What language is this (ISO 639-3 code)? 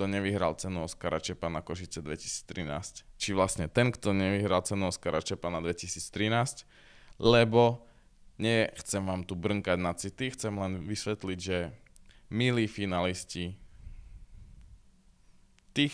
slk